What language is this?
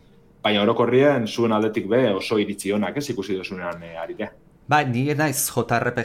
Basque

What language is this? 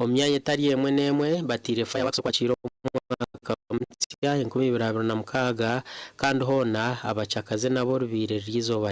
Nyankole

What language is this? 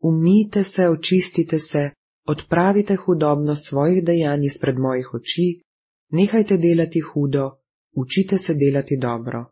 Slovenian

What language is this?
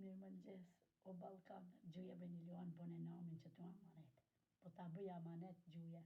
Albanian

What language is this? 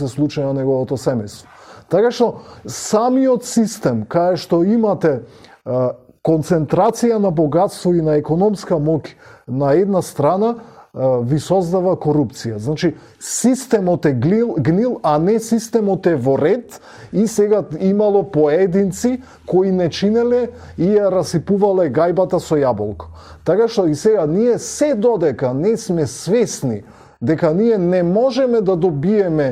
Macedonian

